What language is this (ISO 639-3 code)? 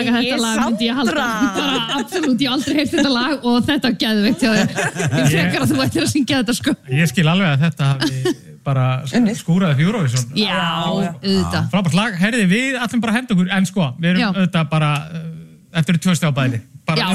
isl